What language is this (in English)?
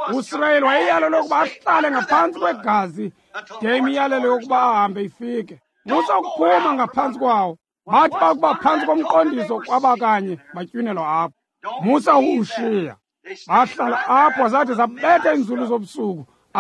Xhosa